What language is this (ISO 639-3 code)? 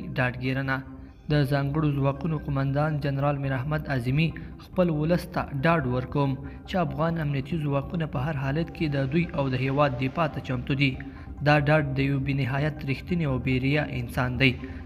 pus